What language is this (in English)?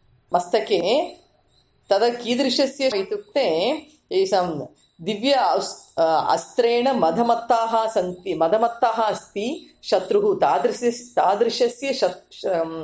Sanskrit